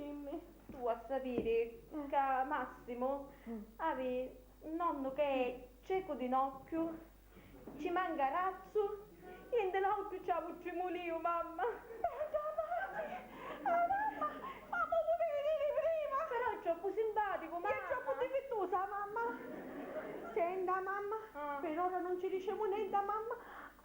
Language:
Sicilian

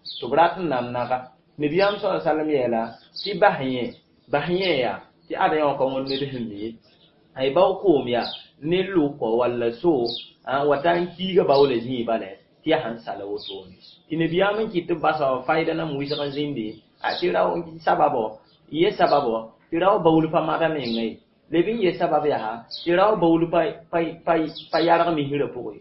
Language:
Mossi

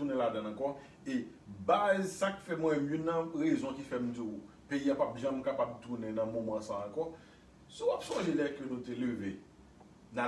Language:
Haitian Creole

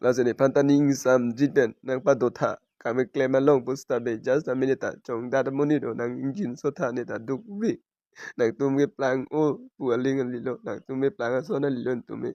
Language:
Karbi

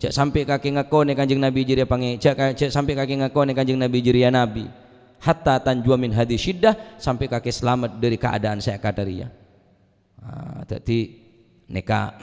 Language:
Madurese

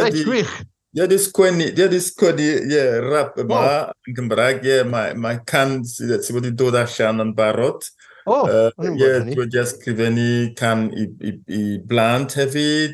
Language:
Welsh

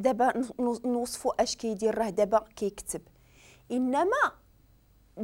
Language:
Moroccan Arabic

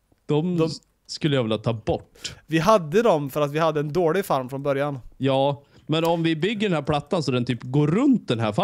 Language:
Swedish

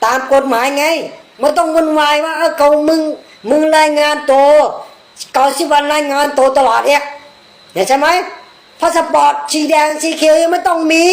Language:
Shan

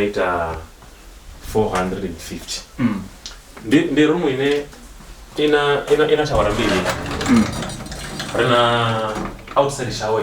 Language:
Venda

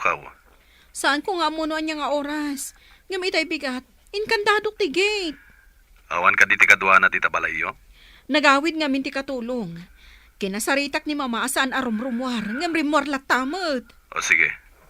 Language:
Iloko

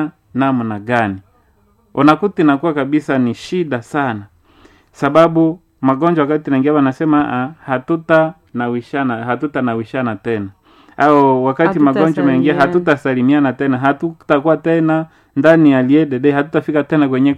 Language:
Swahili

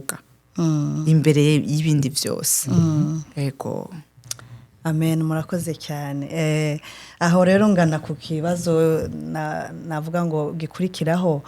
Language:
Rundi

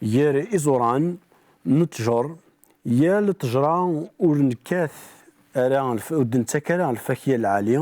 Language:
Kabyle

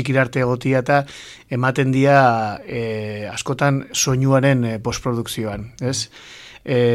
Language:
Basque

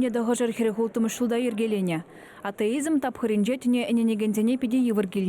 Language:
Chuvash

